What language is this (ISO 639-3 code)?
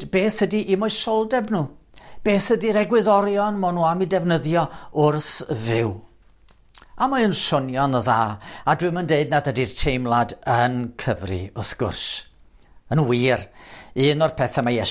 cym